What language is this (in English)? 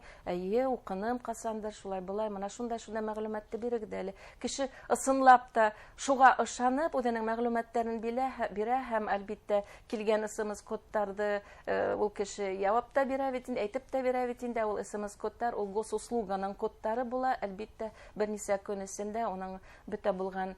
Bashkir